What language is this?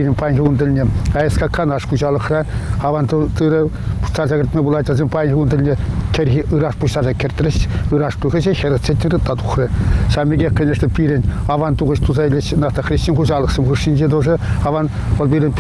Chuvash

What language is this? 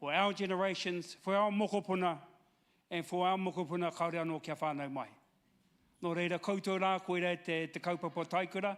Māori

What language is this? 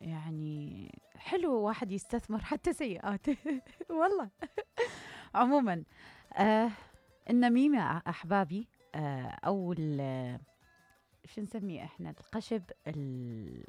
Mesopotamian Arabic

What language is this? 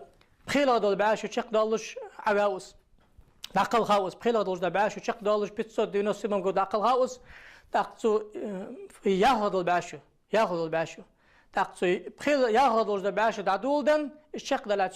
Ingush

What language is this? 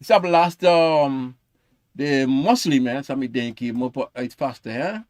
Sranan Tongo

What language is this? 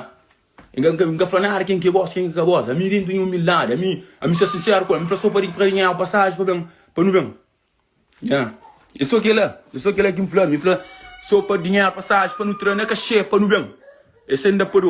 Kabuverdianu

